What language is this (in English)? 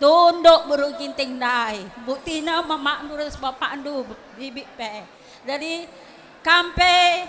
Batak Karo